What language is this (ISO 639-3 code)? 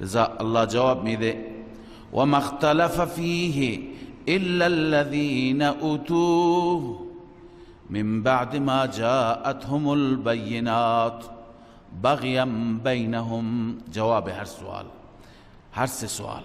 fas